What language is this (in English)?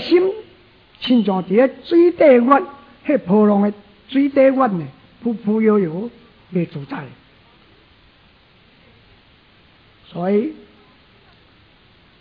Min Nan Chinese